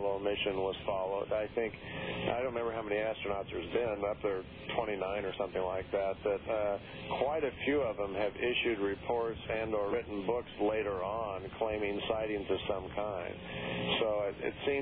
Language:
English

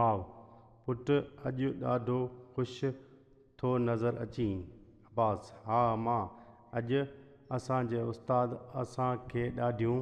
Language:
Sindhi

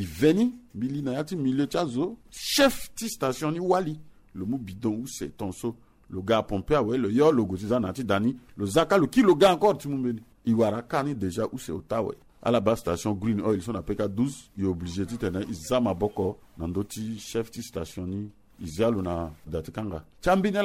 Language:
Sango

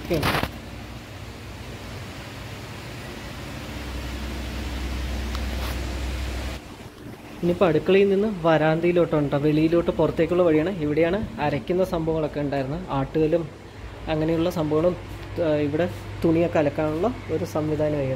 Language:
Malayalam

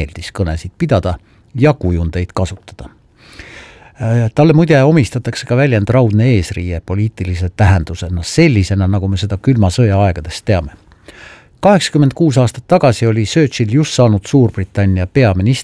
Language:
Estonian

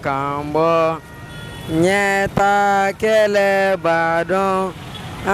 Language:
Bambara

